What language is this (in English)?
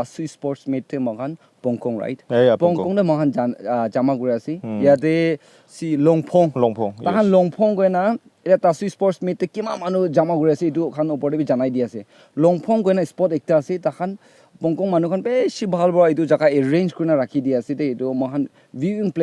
Naga Pidgin